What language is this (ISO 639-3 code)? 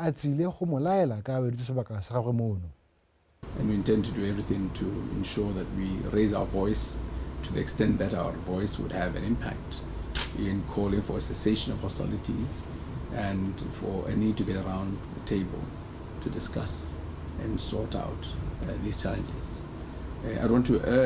tsn